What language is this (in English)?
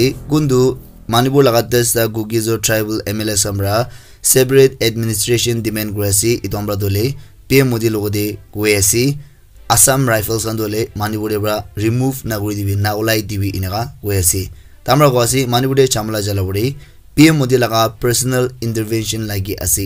Naga Pidgin